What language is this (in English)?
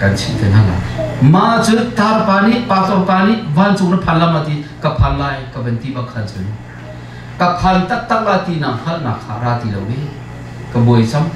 Hakha Chin